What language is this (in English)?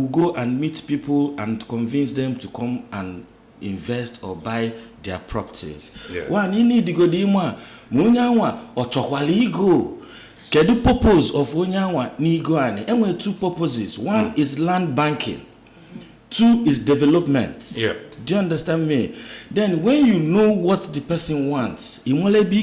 Igbo